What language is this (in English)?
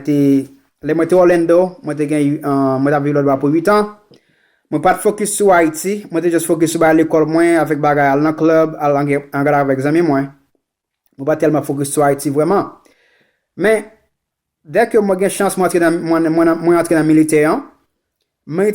Haitian Creole